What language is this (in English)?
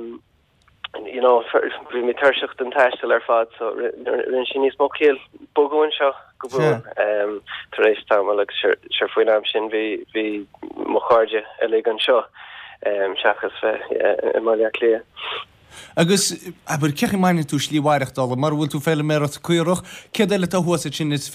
Irish